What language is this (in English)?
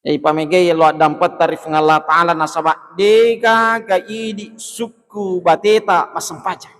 Buginese